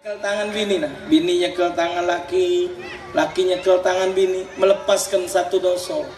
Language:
Musi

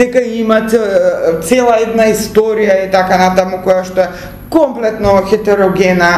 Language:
Macedonian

